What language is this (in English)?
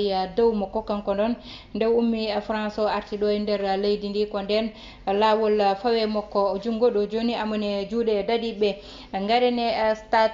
Fula